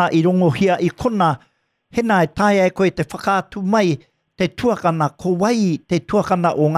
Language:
Māori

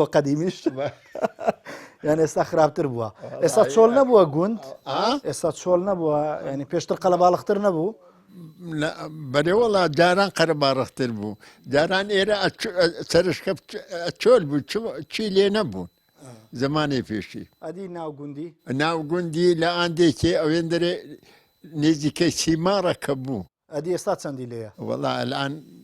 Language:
Central Kurdish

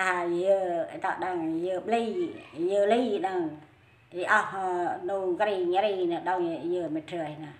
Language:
Central Mnong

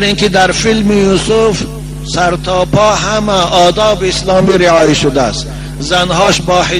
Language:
Tajik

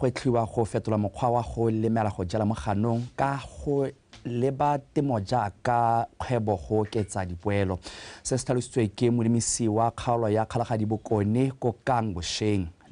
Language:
Tswana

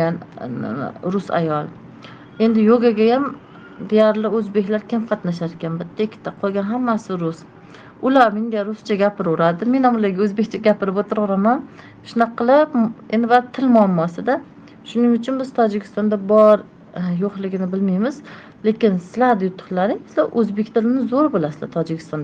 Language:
Uzbek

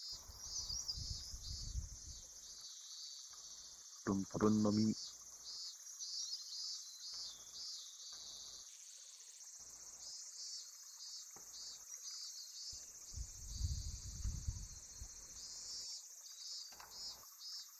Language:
Japanese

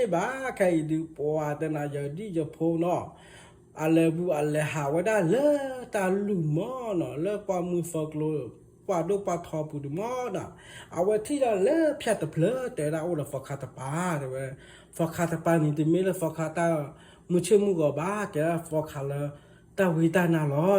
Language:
S'gaw Karen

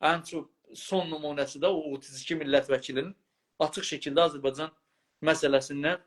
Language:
South Azerbaijani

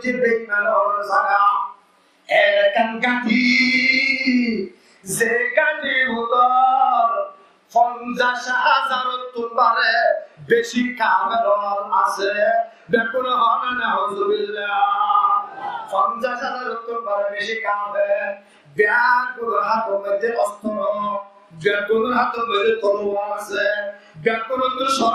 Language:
Rohingya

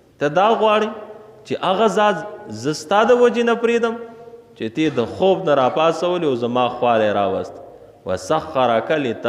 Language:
Pashto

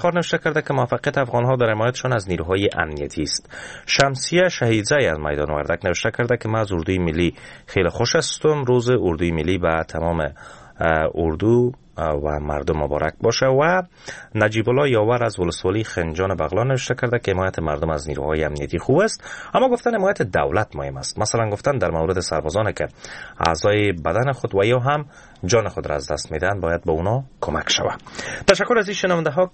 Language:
Persian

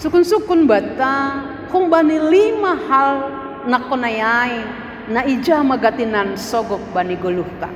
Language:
Batak Simalungun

